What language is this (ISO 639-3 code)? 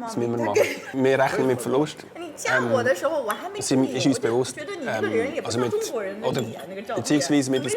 gsw